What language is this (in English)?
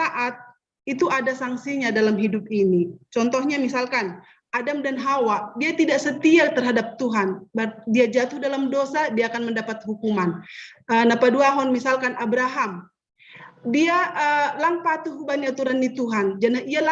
Batak Simalungun